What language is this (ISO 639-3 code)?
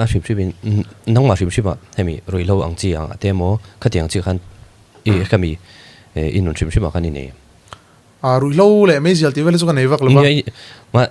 lus